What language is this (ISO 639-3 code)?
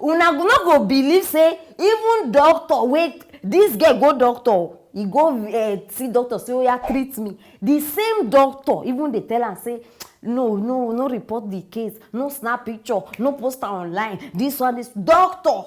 pcm